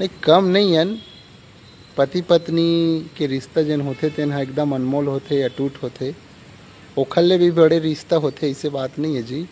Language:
Chhattisgarhi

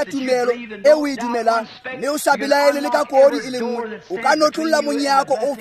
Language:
Tswana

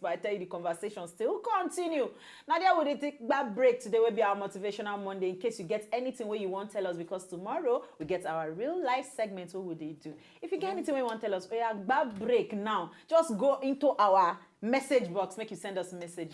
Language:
Nigerian Pidgin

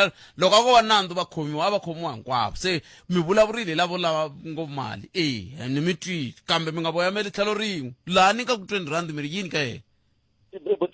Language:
Tsonga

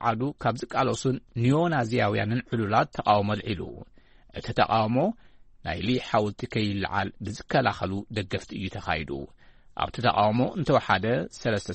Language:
Tigrinya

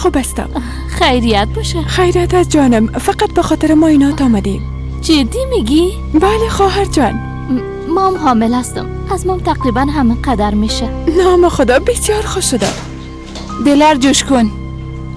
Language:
Persian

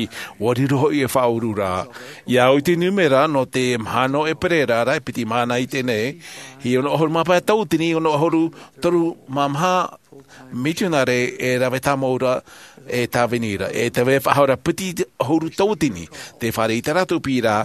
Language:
Tahitian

